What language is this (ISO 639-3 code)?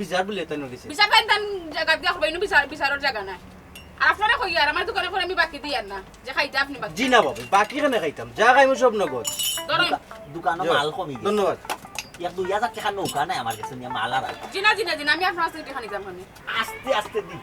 syl